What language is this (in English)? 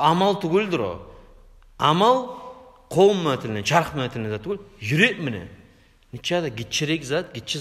Kumyk